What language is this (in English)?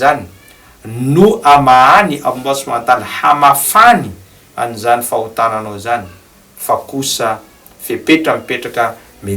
Malagasy